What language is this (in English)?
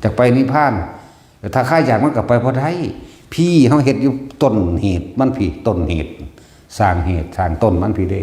Northeastern Thai